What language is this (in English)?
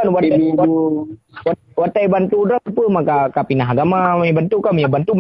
Achinese